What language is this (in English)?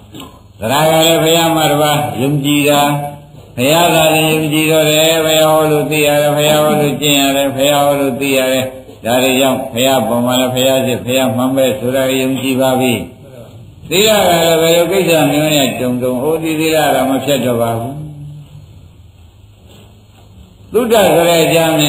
Burmese